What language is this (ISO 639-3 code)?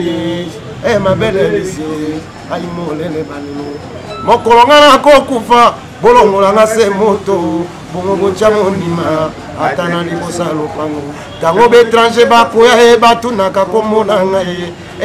lin